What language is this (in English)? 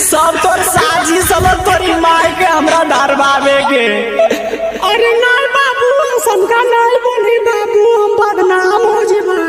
Magahi